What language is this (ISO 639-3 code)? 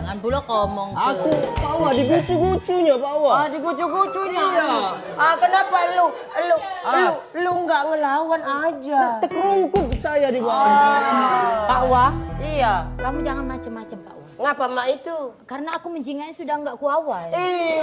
mui